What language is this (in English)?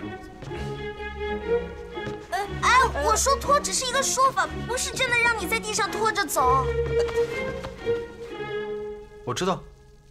Chinese